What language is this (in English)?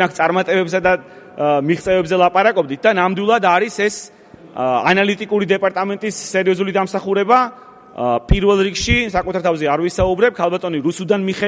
Georgian